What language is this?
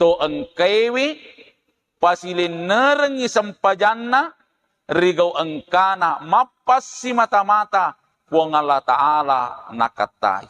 Buginese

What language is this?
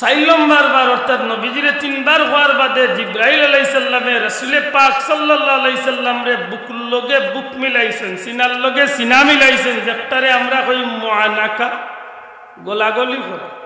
Sylheti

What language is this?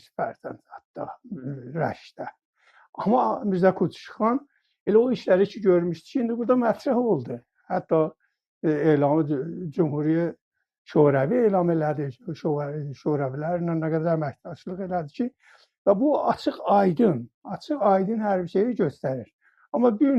South Azerbaijani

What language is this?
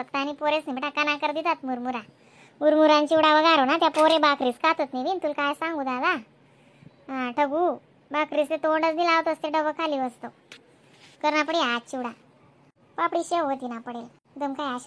Khandesi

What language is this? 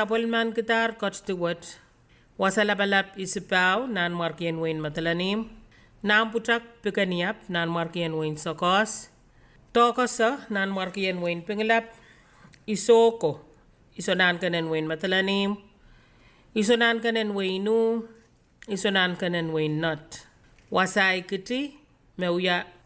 Pohnpeian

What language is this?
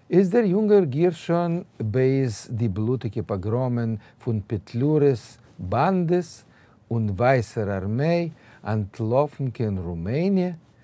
Yiddish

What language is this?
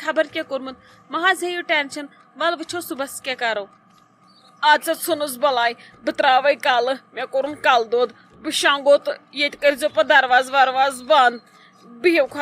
Kashmiri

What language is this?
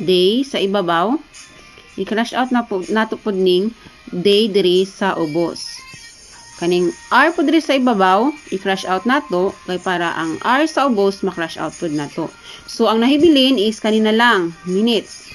Cebuano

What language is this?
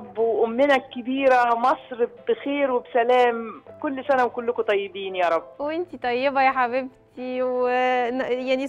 Egyptian Arabic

